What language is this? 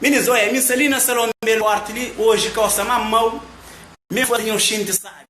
Kabuverdianu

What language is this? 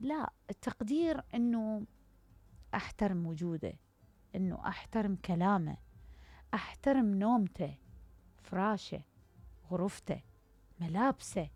Mesopotamian Arabic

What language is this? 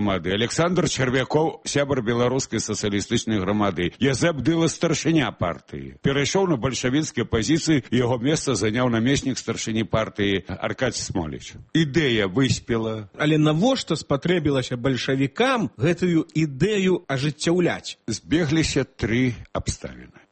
Belarusian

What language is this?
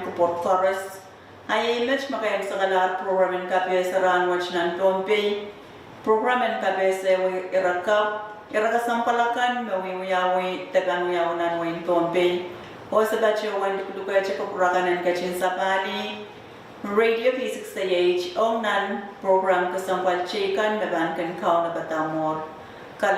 Pohnpeian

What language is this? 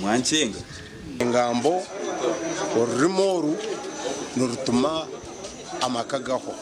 Nyankole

